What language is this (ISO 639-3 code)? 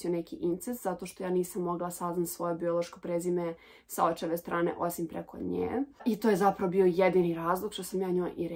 srp